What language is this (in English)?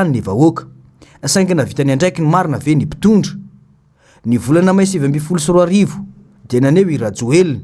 Malagasy